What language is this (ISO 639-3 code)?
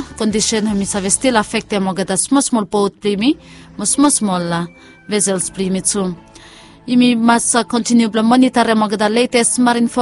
bis